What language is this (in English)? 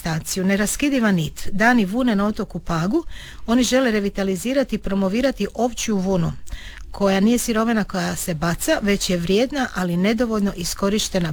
Croatian